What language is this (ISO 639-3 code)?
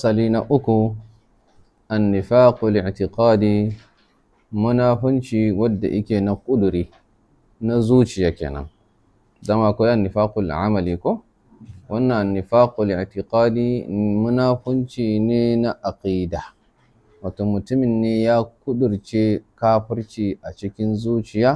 hau